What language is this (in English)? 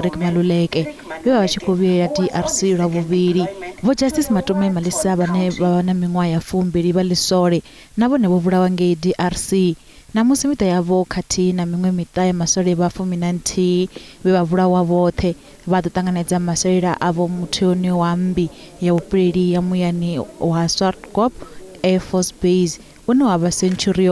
Venda